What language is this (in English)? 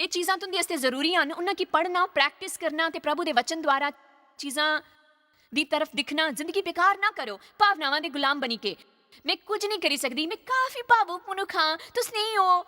Dogri